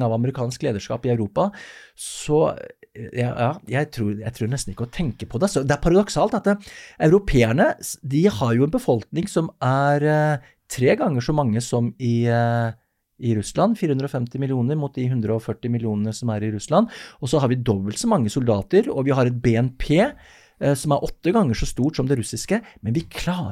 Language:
Norwegian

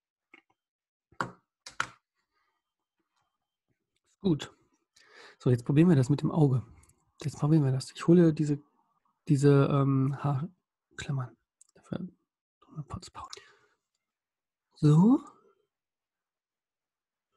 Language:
German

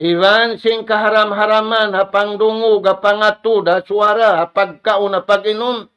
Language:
Tausug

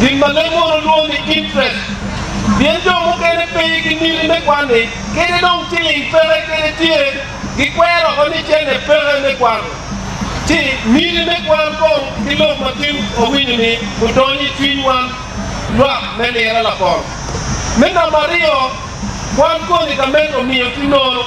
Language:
Acoli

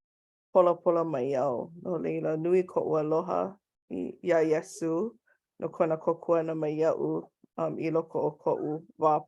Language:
Hawaiian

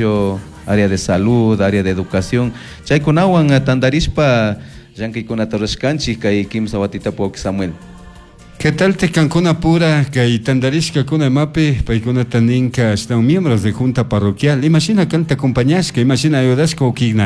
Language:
Chimborazo Highland Quichua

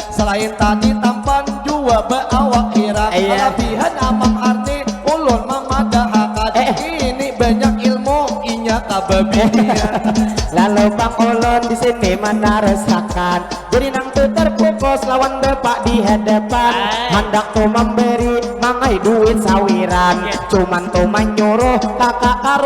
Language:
Banjar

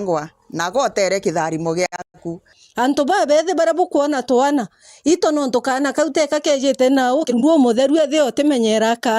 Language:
Meru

